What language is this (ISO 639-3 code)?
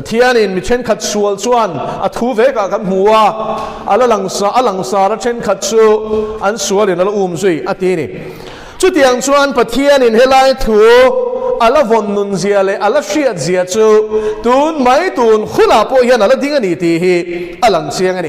lus